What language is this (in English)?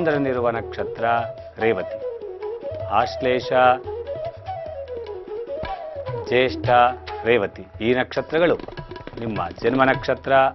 Kannada